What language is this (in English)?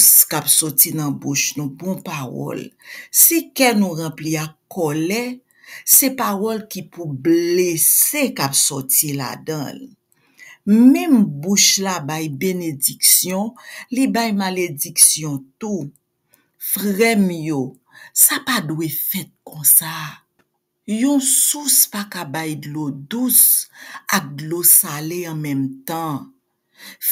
Haitian Creole